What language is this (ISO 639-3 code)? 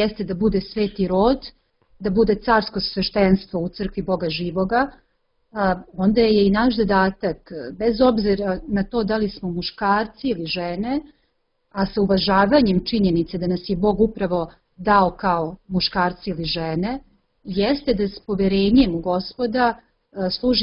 srp